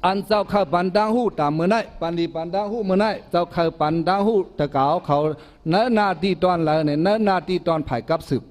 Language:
Shan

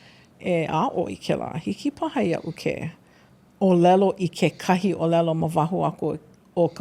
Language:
Hawaiian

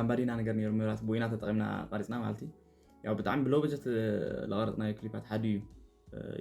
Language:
Tigrinya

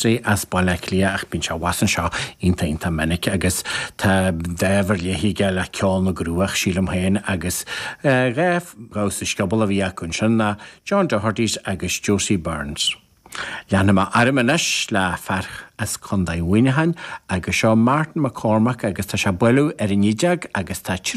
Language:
Irish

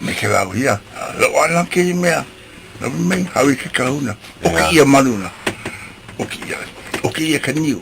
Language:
Hawaiian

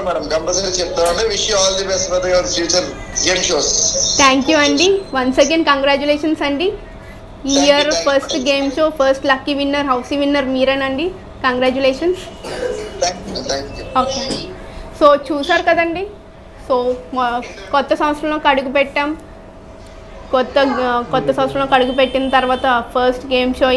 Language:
Telugu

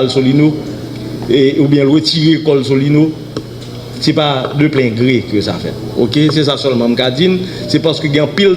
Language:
Haitian Creole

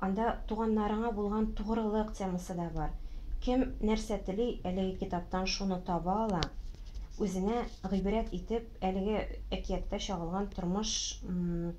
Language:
Tatar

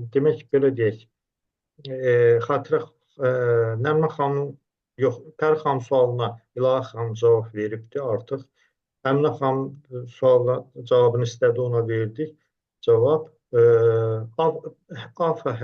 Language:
Azerbaijani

